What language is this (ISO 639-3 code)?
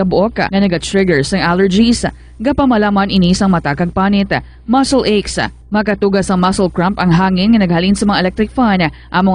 hil